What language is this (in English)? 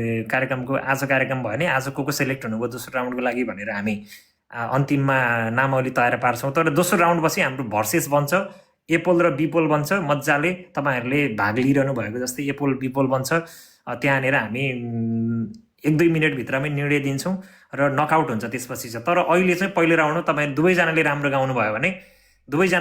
Nepali